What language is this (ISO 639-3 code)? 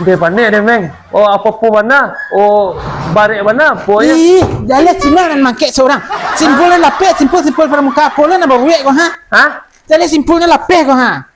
min